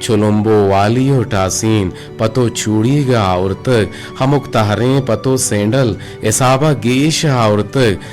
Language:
Eastern Balochi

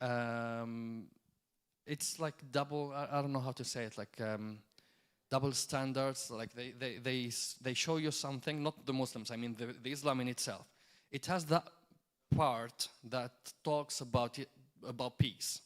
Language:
English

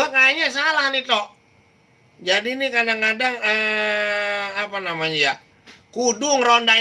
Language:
Betawi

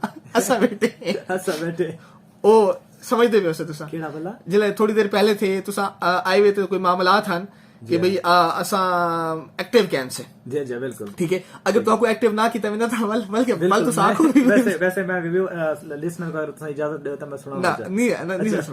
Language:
Saraiki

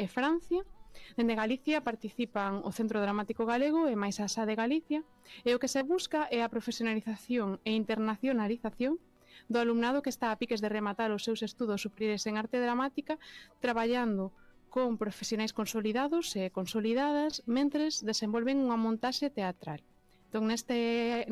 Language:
Galician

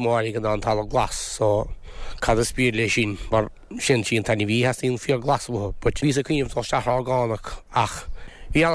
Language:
Irish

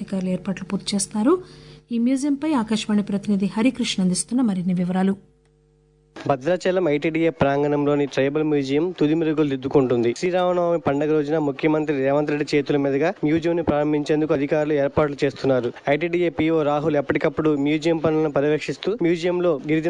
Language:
Telugu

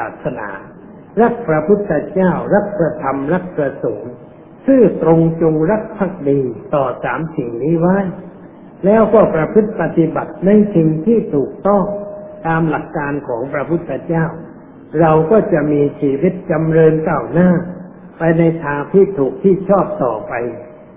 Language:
Thai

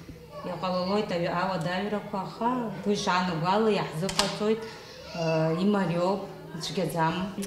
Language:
Abkhazian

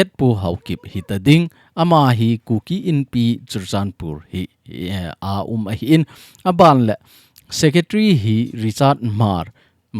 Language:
Thado Chin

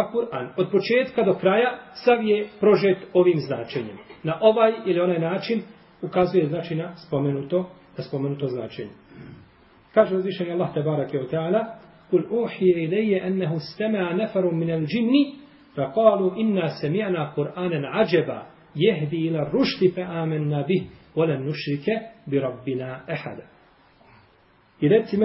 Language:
Bosnian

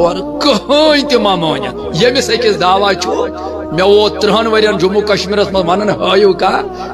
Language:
Kashmiri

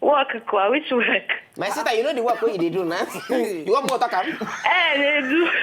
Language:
Nigerian Pidgin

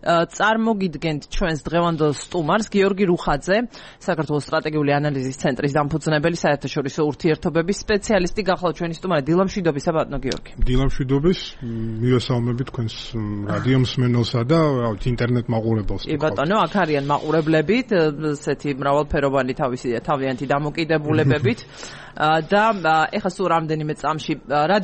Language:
Georgian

